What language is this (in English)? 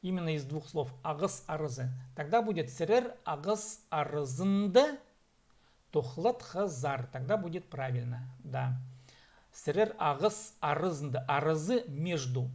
Khakas